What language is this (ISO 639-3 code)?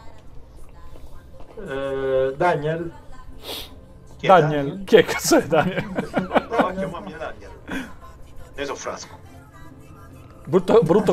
ita